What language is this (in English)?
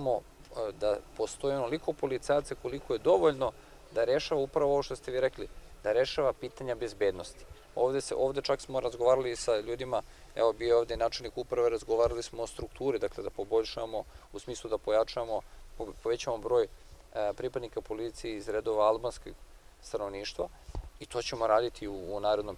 Serbian